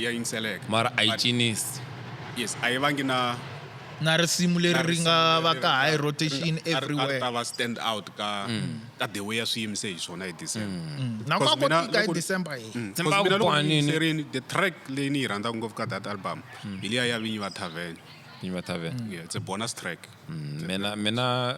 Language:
Tsonga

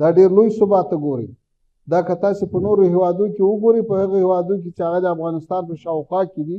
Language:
Pashto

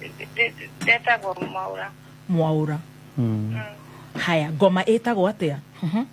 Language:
Kikuyu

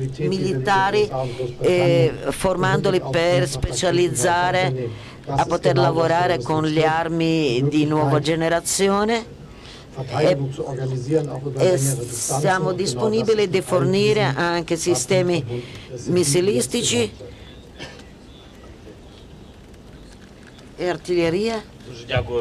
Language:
Italian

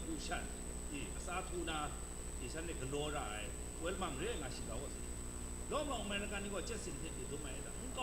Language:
Kachin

